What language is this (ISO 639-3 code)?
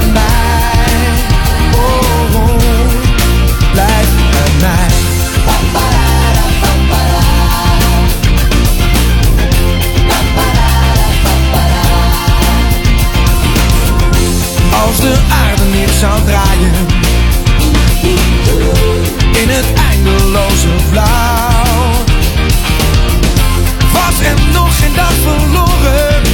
nld